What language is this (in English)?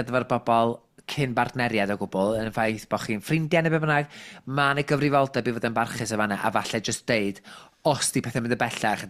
Welsh